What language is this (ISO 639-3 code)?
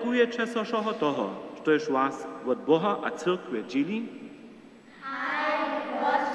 hsb